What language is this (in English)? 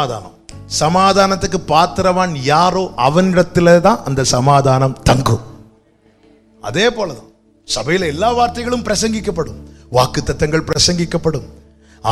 Tamil